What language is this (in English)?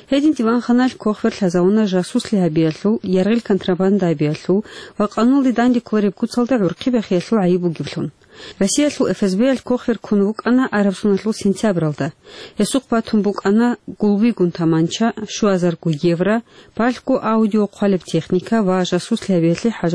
Avaric